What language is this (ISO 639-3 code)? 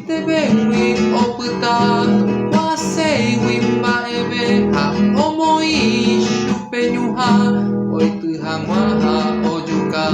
grn